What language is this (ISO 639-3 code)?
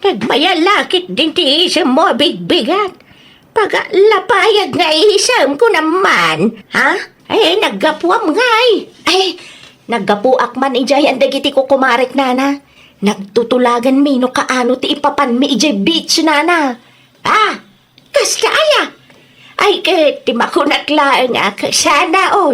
ilo